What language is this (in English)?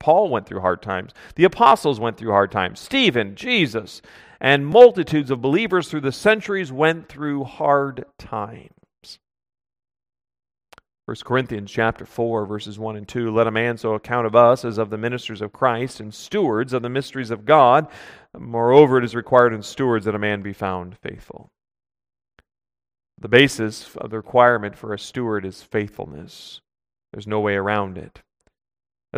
English